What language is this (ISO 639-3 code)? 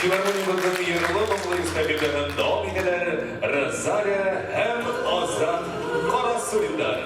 bak